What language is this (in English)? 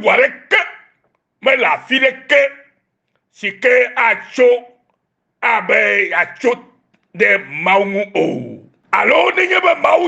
Ewe